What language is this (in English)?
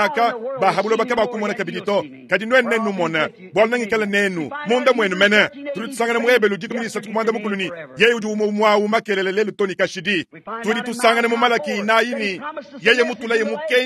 Luba-Lulua